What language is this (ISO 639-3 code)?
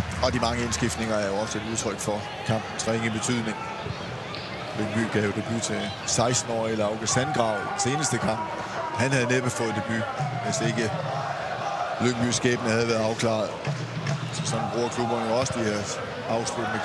dan